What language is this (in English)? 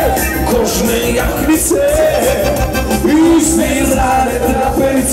Croatian